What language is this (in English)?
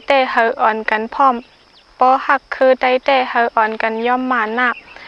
Shan